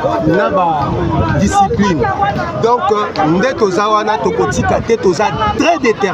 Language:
Lingala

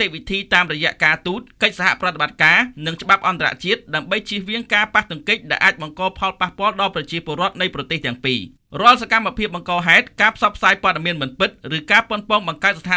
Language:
Khmer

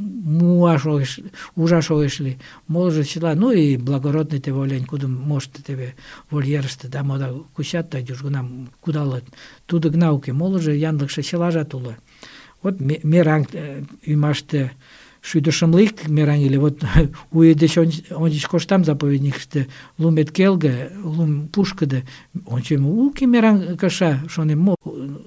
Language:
Mari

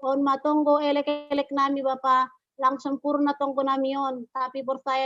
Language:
Batak Simalungun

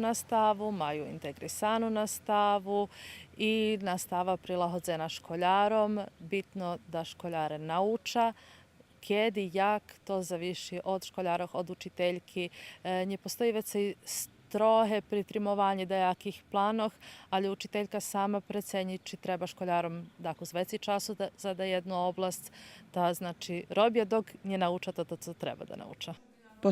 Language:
Rusyn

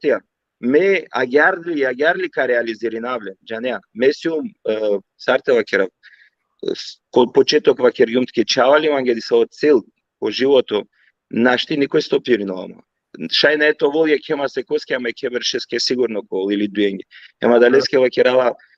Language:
Balkan Romani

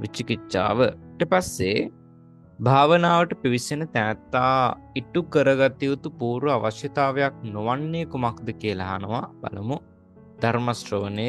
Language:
Sinhala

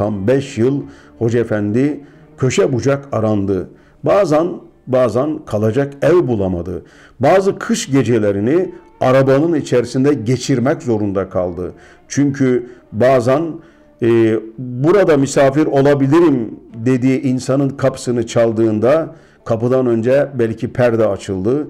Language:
Turkish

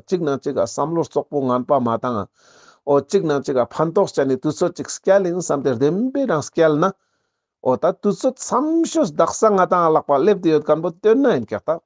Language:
Ladakhi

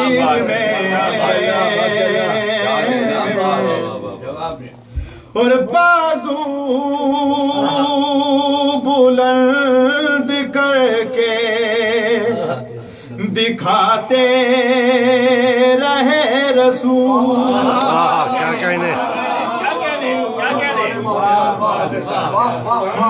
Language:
Urdu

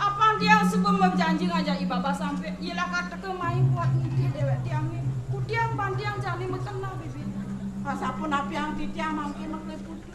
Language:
Balinese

